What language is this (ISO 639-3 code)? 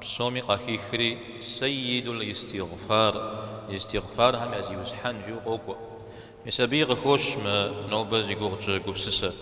kbd